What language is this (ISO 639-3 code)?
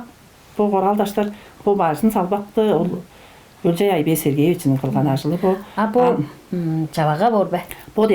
tyv